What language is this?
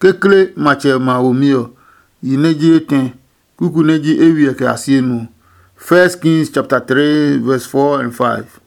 Adangme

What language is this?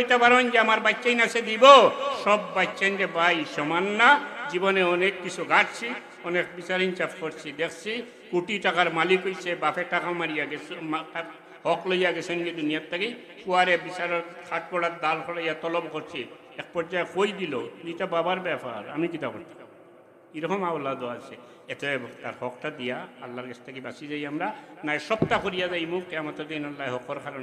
Sylheti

